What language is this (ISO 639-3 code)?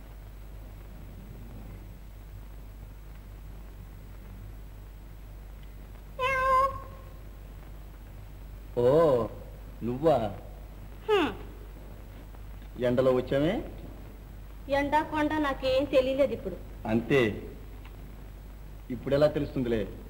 tel